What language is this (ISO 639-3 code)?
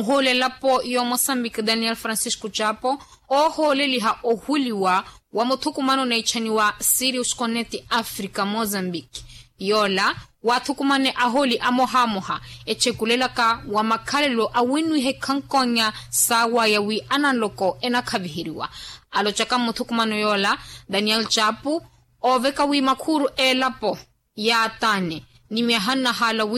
vmw